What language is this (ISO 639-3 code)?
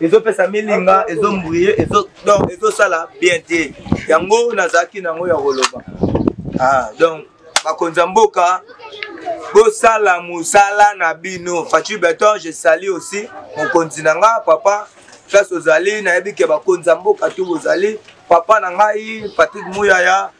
lin